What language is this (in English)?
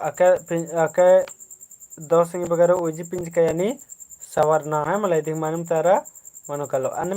Kurukh